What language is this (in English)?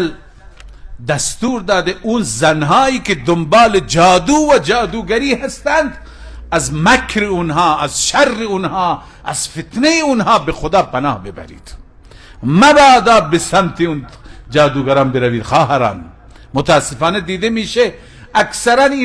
Persian